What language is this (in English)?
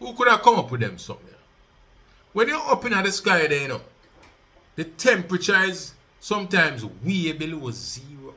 Jamaican Creole English